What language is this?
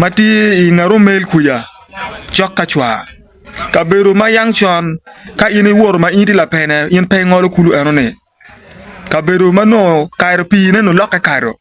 Acoli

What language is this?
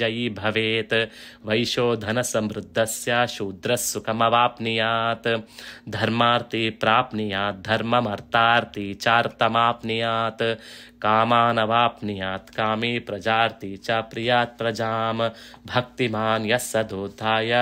Sanskrit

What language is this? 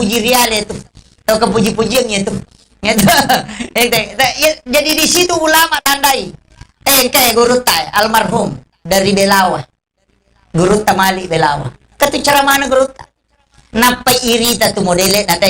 Buginese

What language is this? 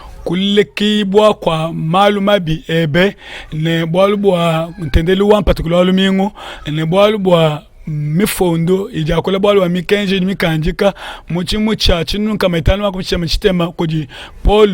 Luba-Lulua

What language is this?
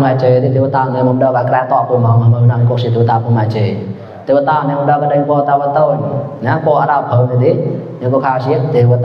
Mon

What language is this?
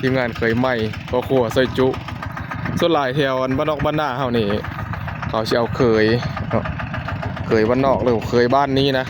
Northeastern Thai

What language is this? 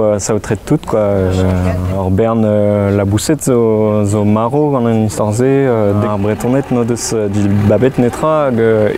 Breton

